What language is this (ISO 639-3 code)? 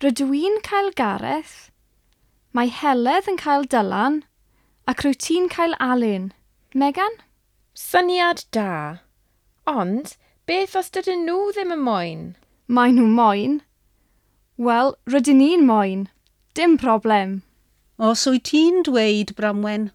cym